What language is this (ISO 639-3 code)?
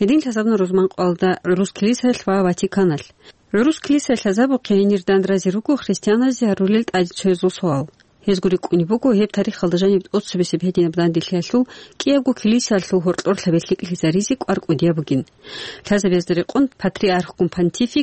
ava